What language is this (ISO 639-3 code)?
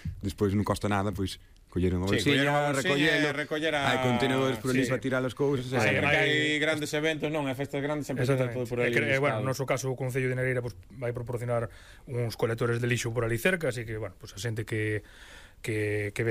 glg